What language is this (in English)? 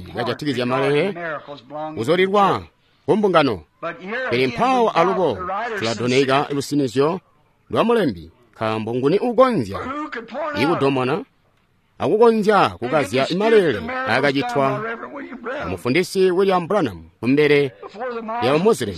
Tonga (Zambia)